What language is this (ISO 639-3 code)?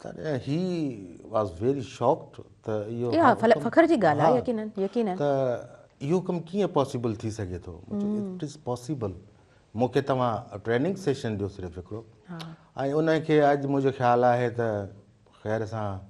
snd